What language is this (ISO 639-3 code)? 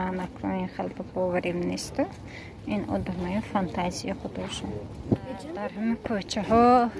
tgk